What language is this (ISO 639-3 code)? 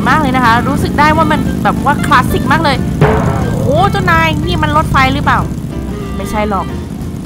tha